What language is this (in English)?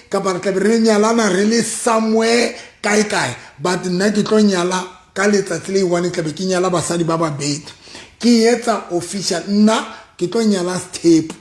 Southern Sotho